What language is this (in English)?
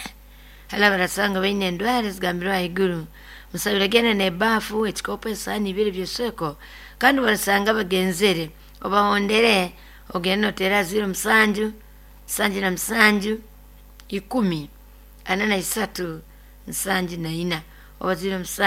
Nyoro